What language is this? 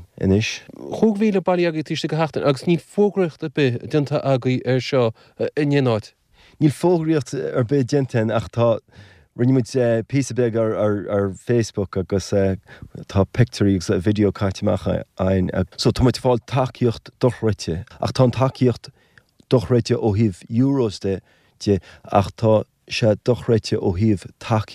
Irish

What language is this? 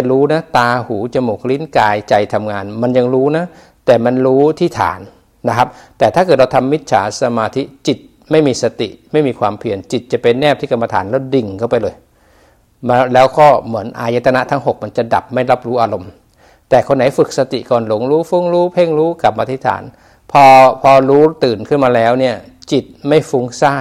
Thai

